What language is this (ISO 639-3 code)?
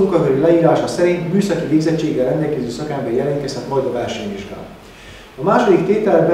hun